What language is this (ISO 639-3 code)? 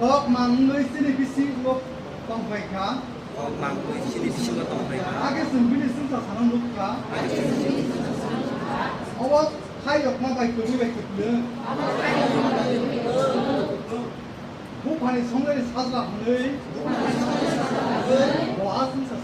trp